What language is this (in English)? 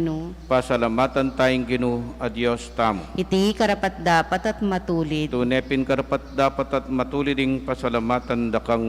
Pampanga